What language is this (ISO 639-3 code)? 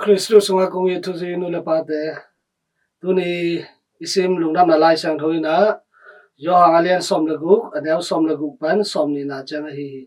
ctd